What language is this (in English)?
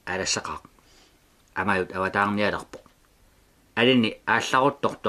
Kalaallisut